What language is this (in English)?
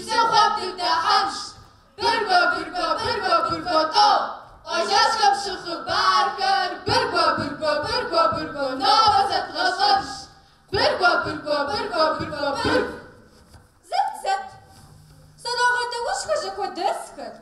Kabardian